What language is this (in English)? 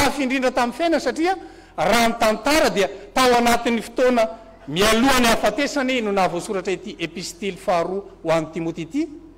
Malagasy